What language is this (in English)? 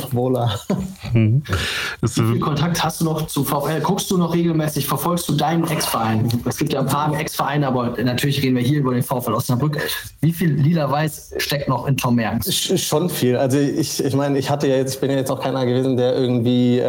German